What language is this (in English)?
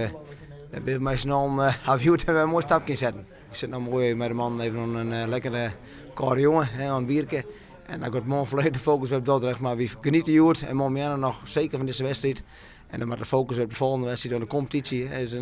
Western Frisian